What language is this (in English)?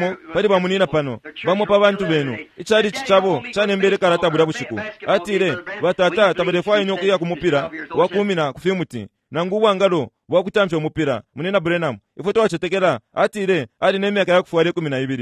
Bemba